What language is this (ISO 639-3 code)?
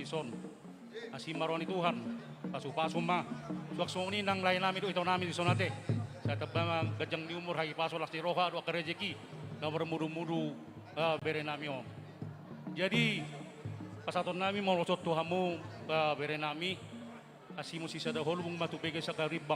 bbc